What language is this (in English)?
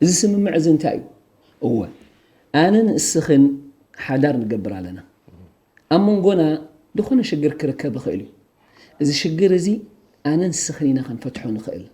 Tigrinya